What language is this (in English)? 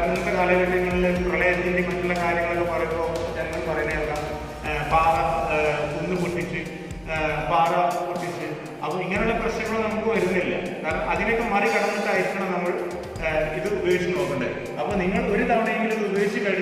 Malayalam